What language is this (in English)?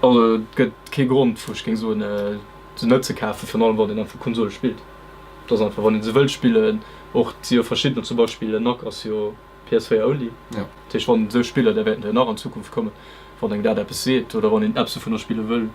Luxembourgish